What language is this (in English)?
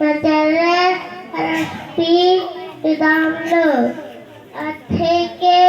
Karbi